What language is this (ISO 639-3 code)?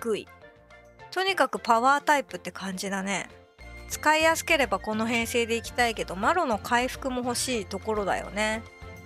jpn